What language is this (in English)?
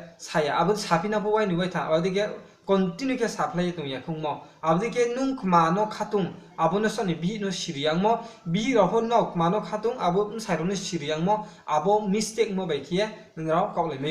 Riang (India)